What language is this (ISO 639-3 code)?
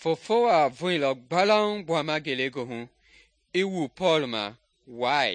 men